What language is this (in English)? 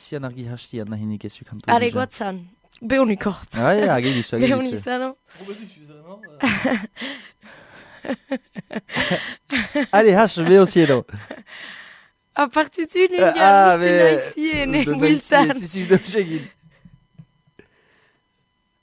Basque